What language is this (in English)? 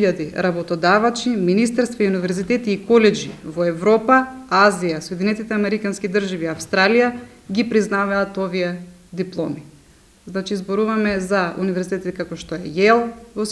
Macedonian